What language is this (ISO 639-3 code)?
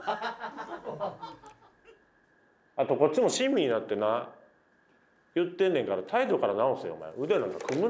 jpn